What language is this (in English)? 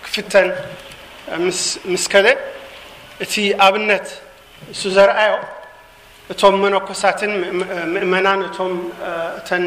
Tigrinya